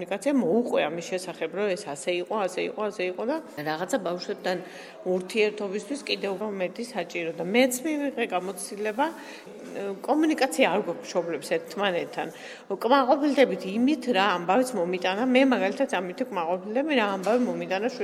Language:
Georgian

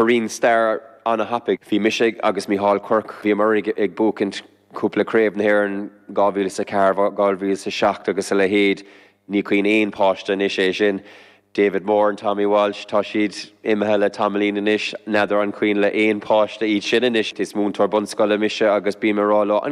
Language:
Irish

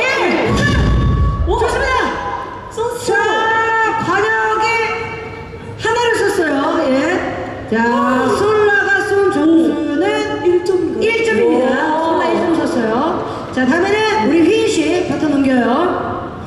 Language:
Korean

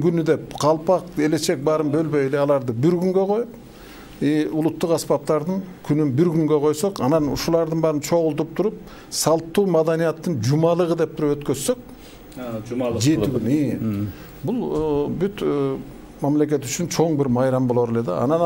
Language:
Kyrgyz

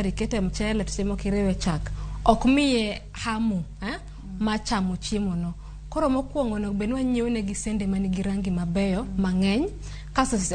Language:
Luo (Kenya and Tanzania)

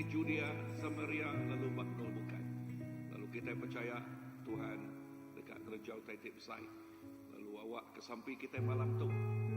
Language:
Iban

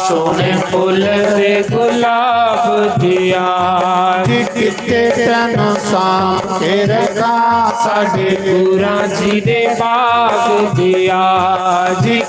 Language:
Dogri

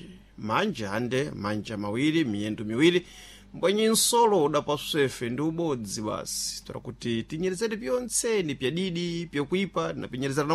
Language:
Sena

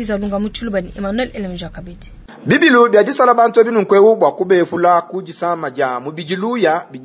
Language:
Luba-Lulua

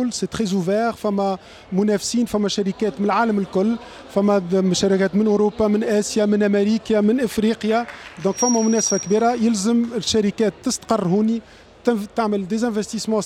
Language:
Tunisian Arabic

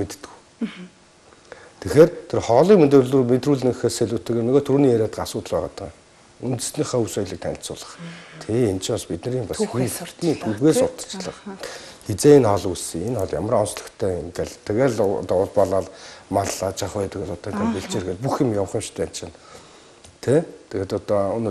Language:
Mongolian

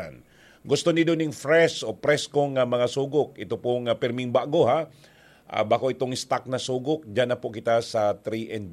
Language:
Bikol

